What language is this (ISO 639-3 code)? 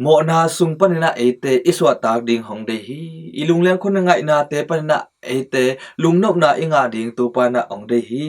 ctd